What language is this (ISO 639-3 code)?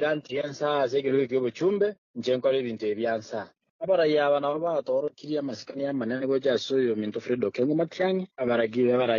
guz